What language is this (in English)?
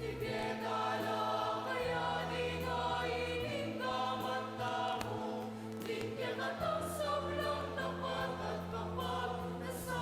Pampanga